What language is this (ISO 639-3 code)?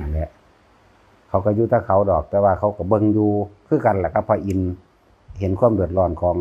lao